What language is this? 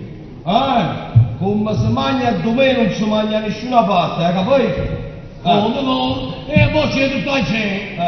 Neapolitan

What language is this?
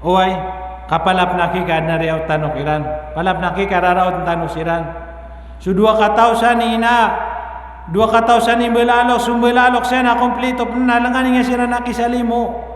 Maranao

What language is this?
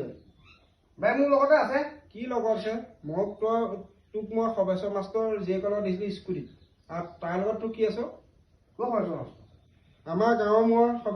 Assamese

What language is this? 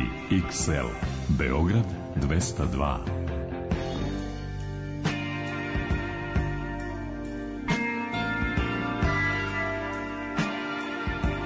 Serbian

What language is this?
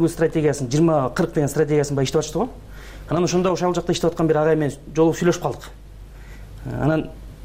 Kyrgyz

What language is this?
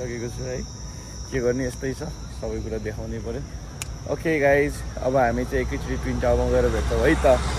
Nepali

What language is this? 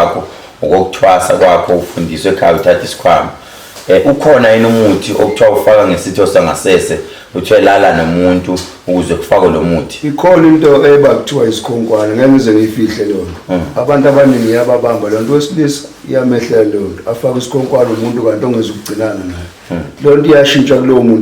Zulu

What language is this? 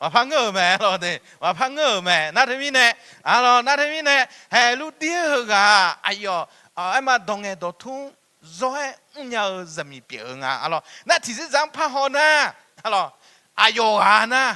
Akha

